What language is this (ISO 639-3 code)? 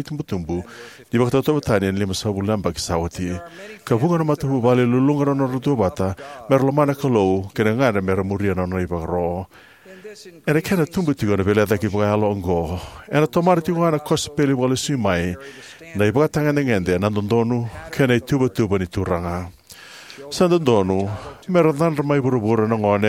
fij